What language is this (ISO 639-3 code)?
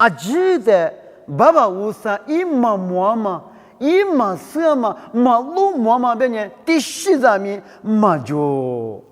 lis